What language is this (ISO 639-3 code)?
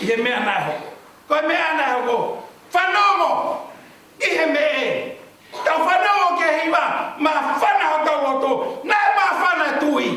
ton